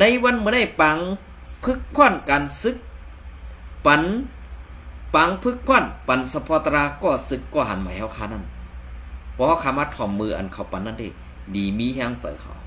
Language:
Shan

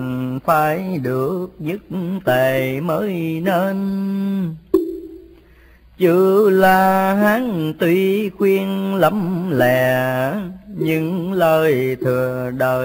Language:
Vietnamese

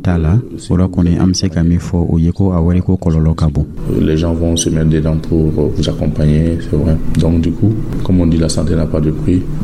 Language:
Dyula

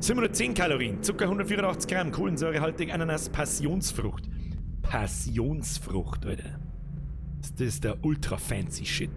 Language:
Bavarian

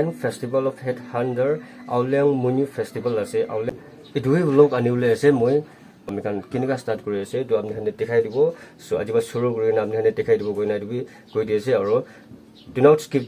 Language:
Naga Pidgin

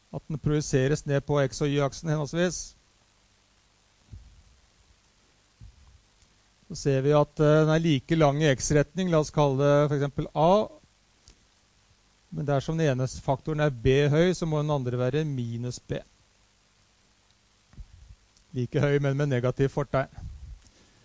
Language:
Norwegian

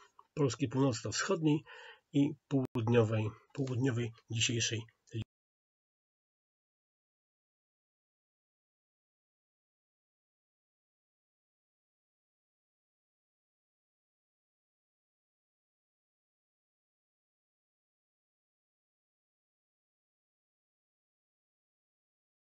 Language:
Polish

